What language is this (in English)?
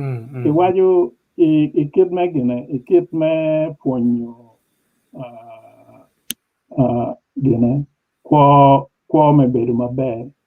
Acoli